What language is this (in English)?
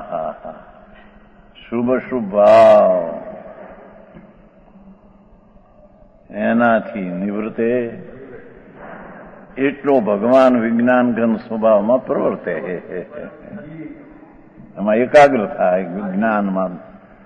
Gujarati